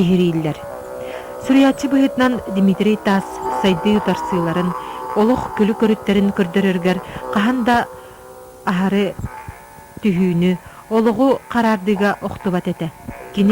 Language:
Yakut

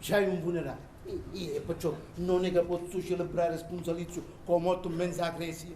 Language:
Sicilian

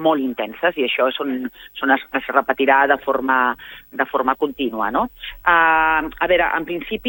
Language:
Catalan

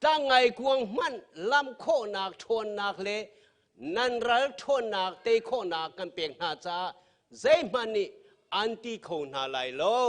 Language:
Hakha Chin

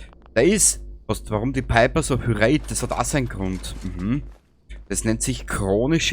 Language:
Bavarian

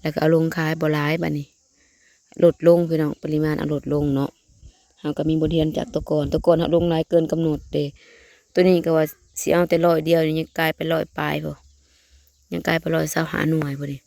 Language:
Northeastern Thai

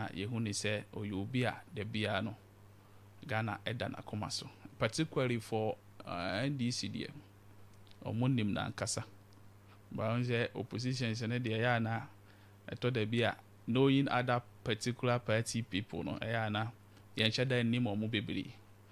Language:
Akan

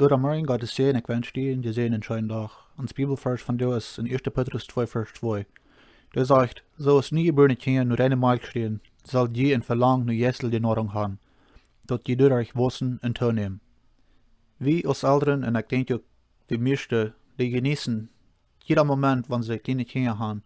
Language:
Plautdietsch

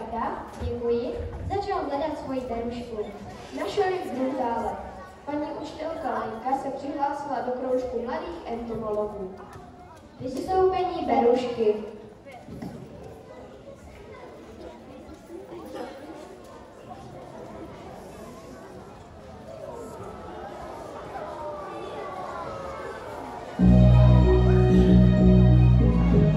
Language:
Czech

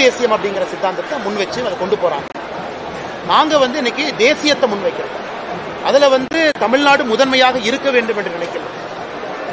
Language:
Tamil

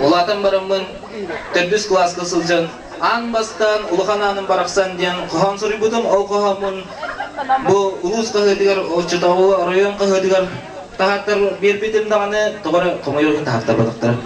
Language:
Yakut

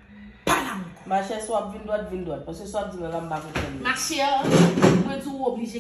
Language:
Haitian Creole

